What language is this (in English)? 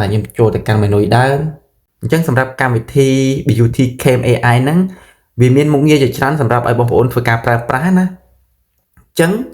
Khmer